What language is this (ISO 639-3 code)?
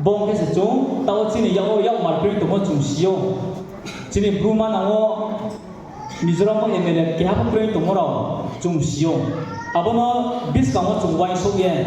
ria